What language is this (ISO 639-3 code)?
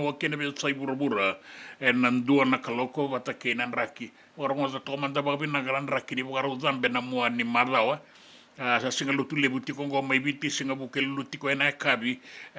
fij